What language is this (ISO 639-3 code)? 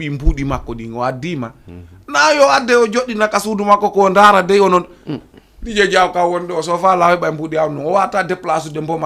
ful